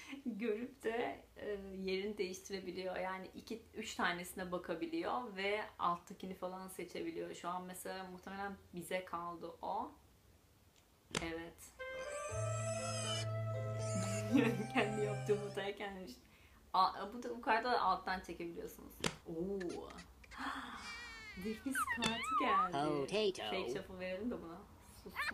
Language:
Turkish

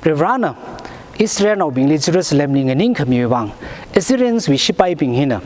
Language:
Tangkhul Naga (India)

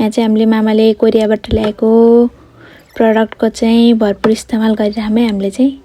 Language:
Nepali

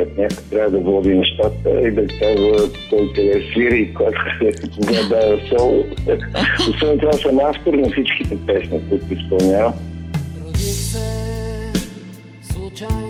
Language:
Bulgarian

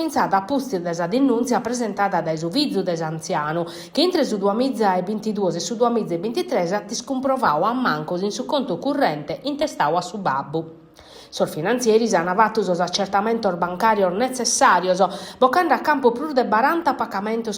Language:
Sardinian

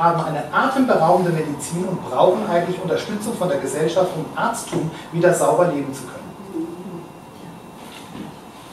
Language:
German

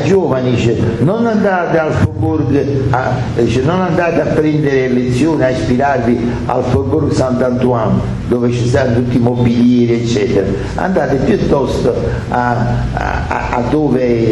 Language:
Italian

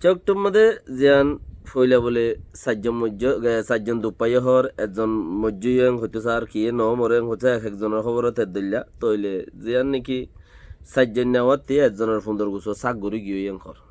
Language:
Rohingya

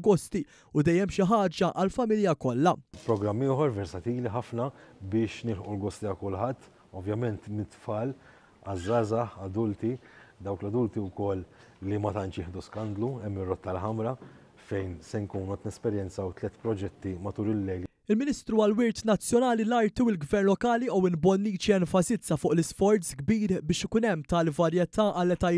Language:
Maltese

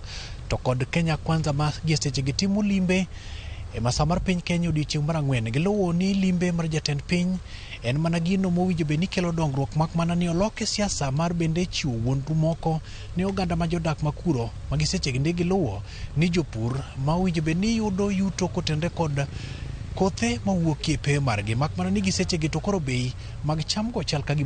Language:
Luo (Kenya and Tanzania)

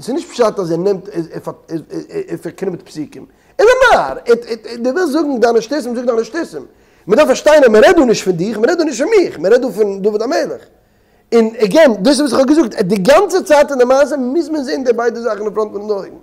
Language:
Yiddish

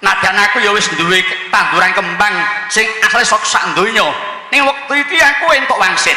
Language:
Javanese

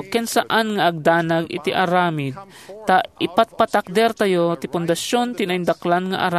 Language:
Iloko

